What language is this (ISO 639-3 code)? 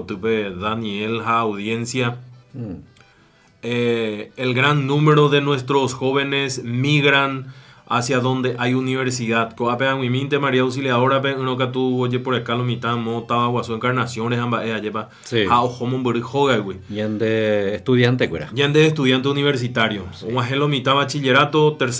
grn